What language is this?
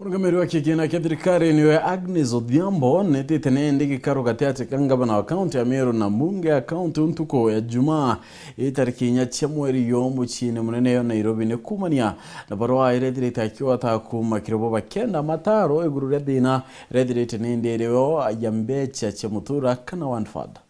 Meru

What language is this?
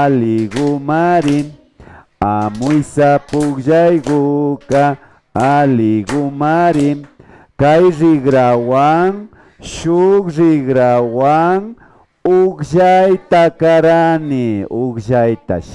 Imbabura Highland Quichua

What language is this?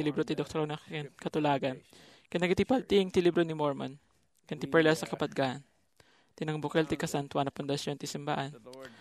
Iloko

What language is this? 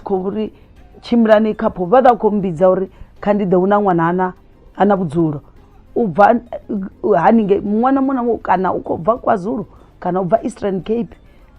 Venda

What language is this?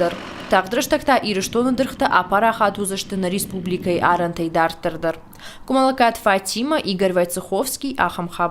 Ossetic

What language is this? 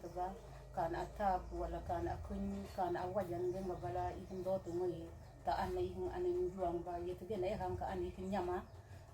Mabaan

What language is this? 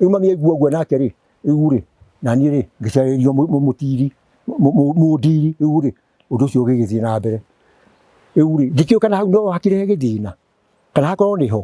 Kikuyu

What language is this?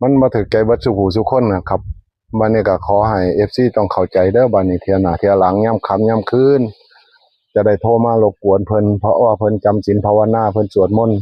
Northeastern Thai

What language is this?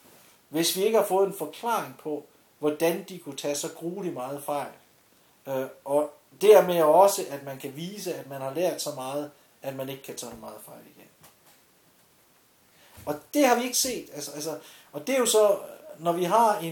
Danish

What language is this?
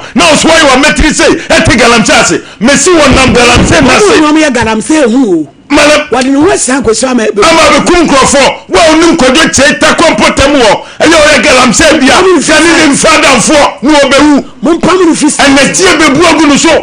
Akan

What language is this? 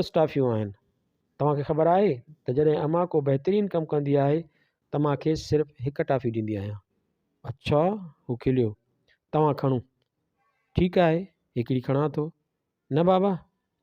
Sindhi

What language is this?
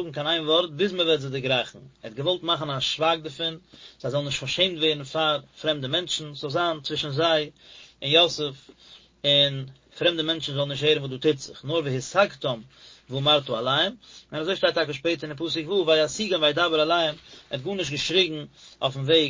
Yiddish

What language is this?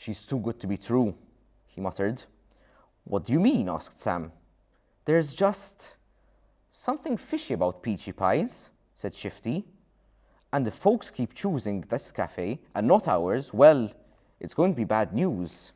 English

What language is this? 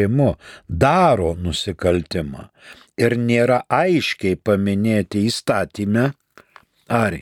Lithuanian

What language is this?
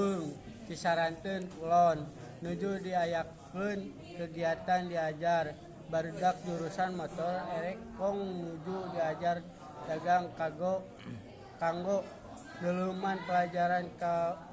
Sundanese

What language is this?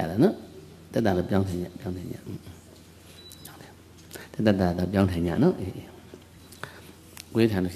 Burmese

